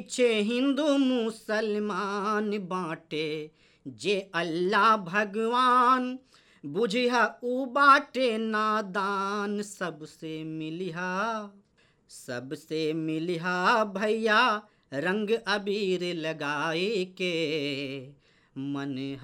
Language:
Bhojpuri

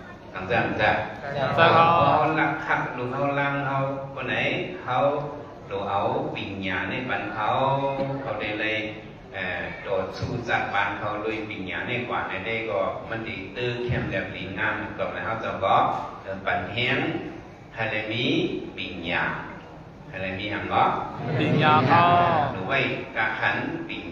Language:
Shan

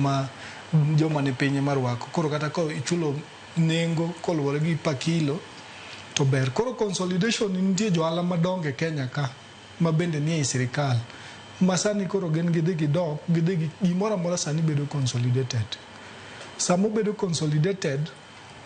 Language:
Luo (Kenya and Tanzania)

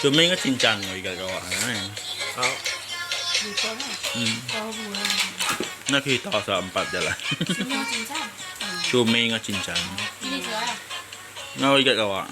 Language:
Iban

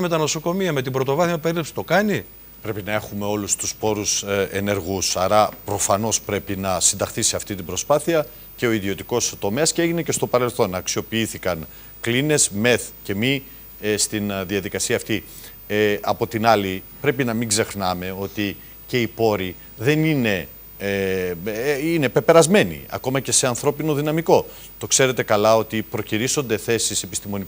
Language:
Greek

